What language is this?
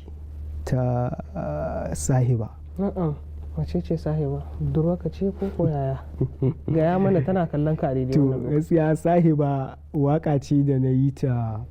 Hausa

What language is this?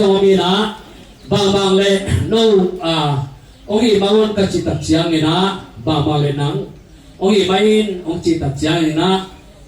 Tedim Chin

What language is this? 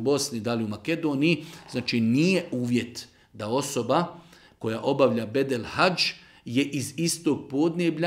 Bosnian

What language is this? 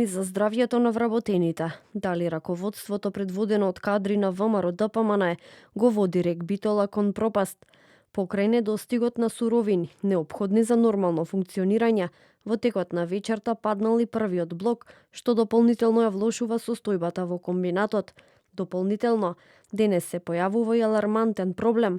Macedonian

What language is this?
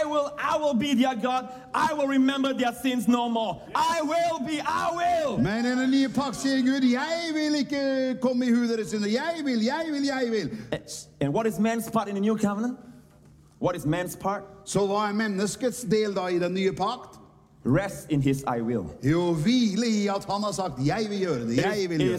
Norwegian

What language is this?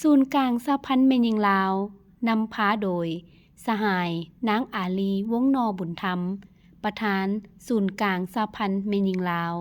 Lao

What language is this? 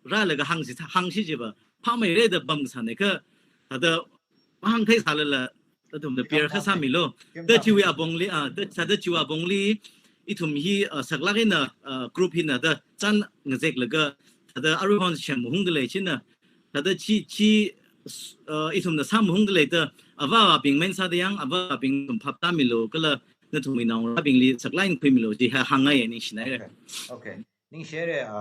Tangkhul Naga (India)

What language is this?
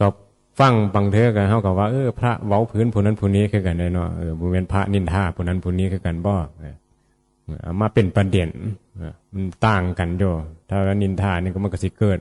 Northeastern Thai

